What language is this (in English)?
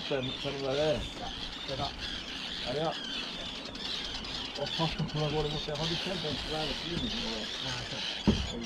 Norwegian